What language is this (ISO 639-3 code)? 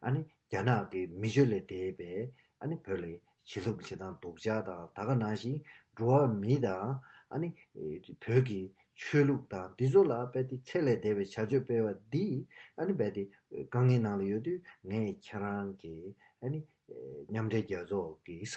bod